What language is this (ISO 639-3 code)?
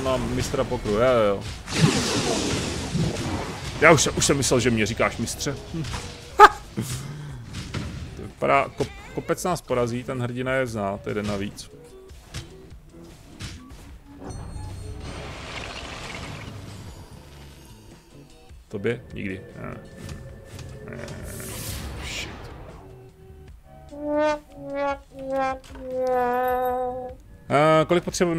ces